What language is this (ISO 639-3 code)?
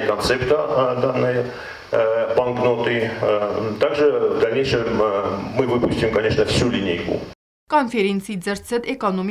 oss